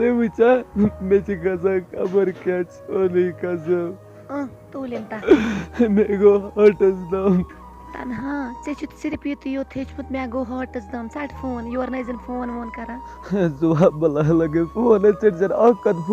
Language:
Kashmiri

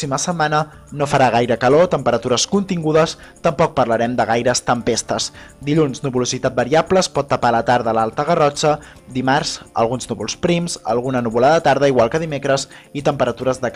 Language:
Catalan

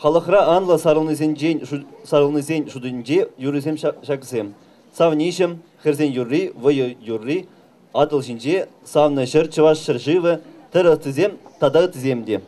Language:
Chuvash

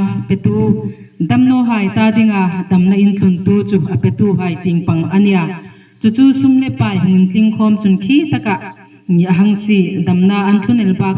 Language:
Hmar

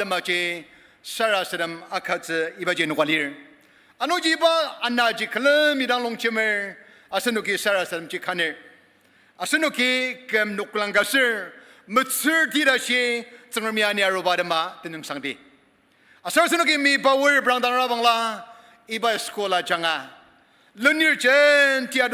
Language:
Ao Naga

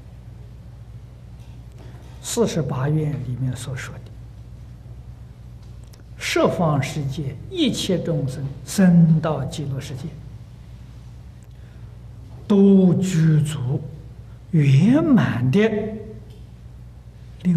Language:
Chinese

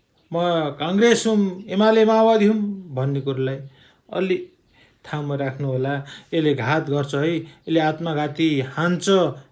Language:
Nepali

